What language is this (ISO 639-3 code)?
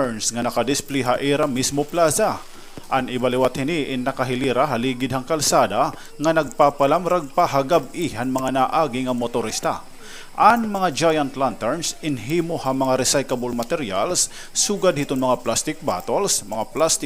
war